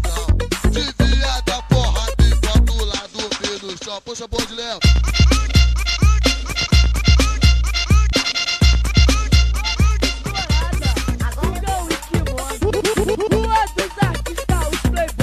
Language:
Portuguese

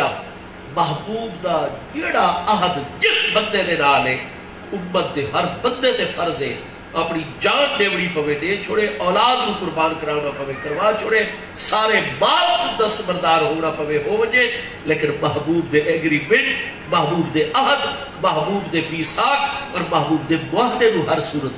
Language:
Saraiki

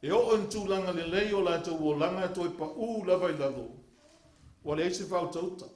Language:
Samoan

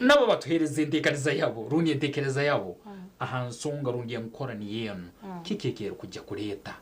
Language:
Nyankole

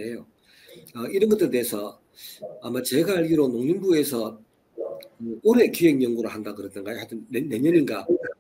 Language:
Korean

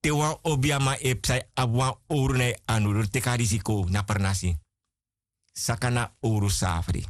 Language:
Sranan Tongo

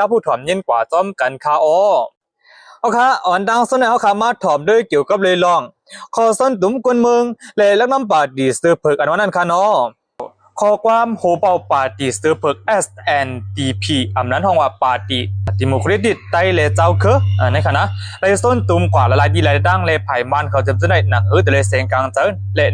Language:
Shan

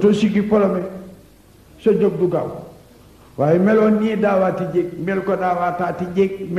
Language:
Wolof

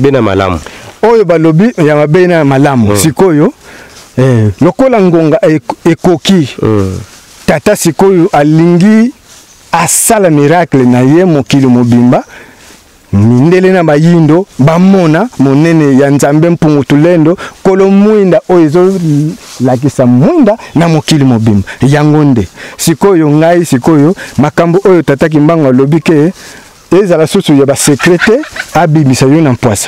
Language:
Lingala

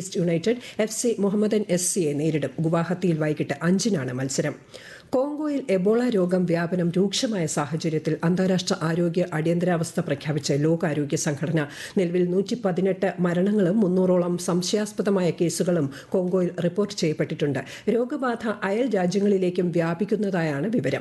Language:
Malayalam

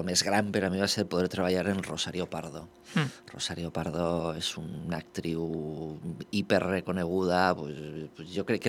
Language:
Catalan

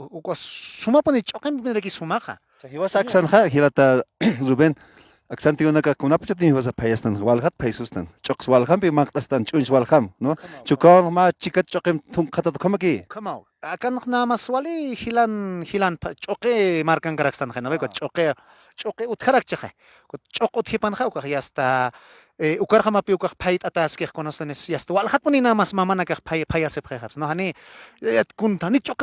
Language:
Aymara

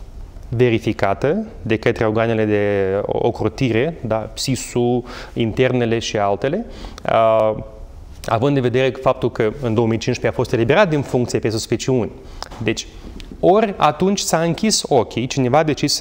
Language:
Romanian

